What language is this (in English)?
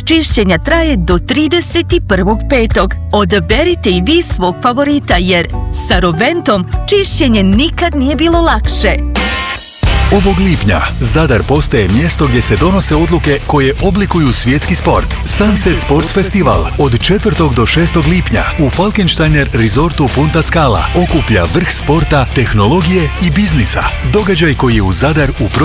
Bosnian